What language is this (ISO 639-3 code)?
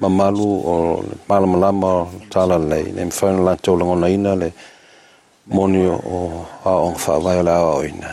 smo